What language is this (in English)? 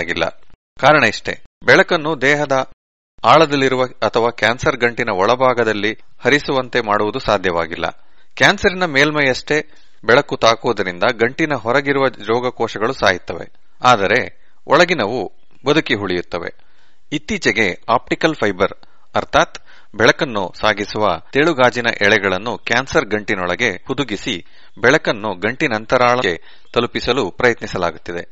Kannada